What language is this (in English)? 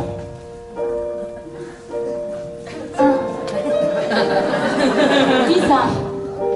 Catalan